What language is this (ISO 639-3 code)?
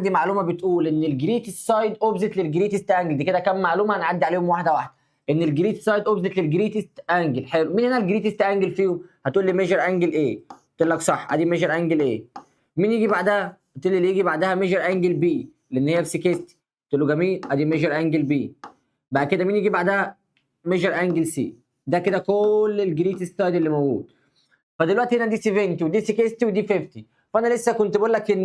arz